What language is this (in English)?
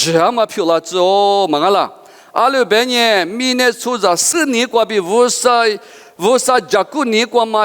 Lisu